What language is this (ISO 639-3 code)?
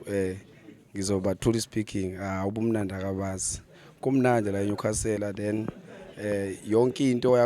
zul